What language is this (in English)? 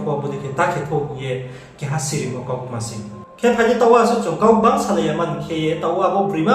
Riang (India)